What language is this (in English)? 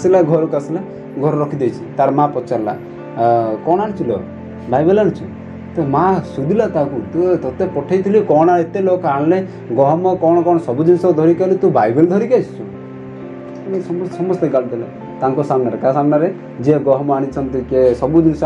Odia